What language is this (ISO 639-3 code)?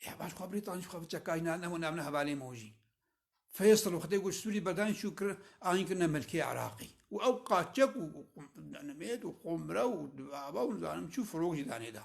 kur